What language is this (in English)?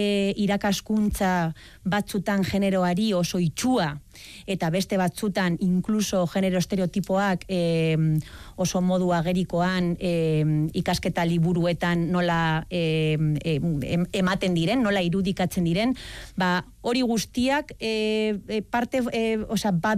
Basque